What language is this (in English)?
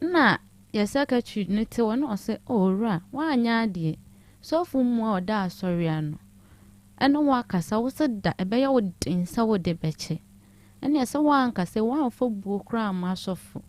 Akan